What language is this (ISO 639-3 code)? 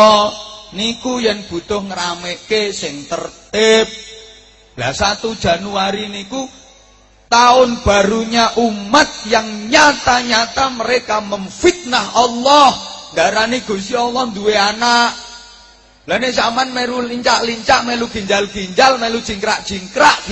jav